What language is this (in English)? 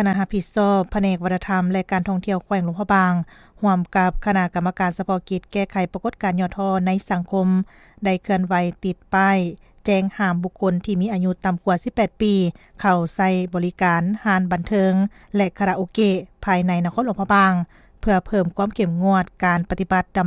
Lao